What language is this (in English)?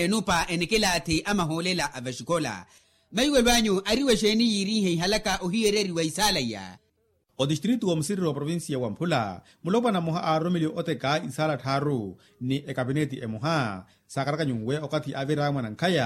Makhuwa